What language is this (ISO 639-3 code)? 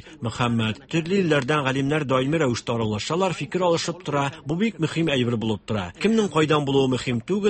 tat